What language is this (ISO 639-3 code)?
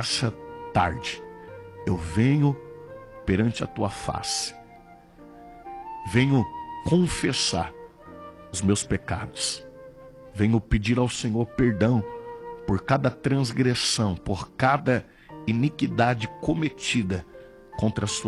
por